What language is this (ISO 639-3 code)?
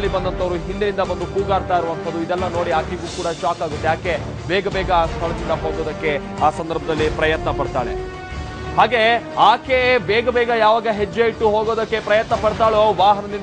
kan